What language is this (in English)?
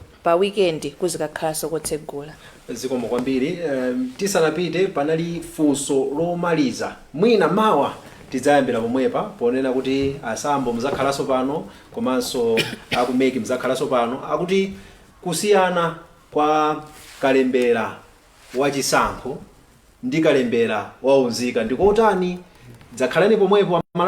Nyanja